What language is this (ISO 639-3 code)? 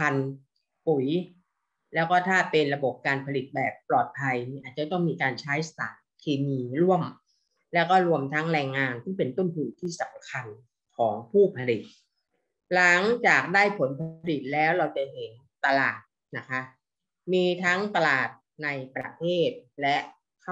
tha